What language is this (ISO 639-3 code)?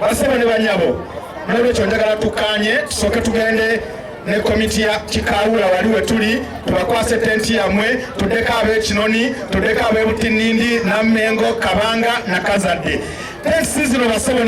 lug